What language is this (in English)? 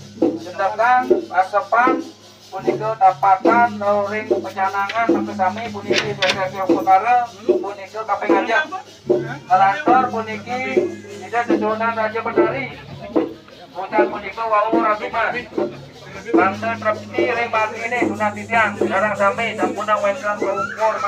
Balinese